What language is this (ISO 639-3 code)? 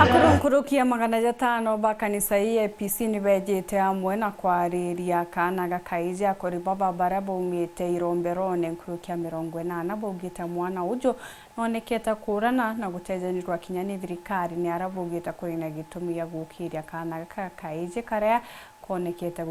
mer